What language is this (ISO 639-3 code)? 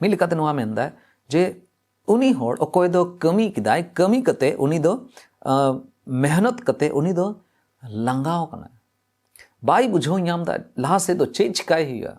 sat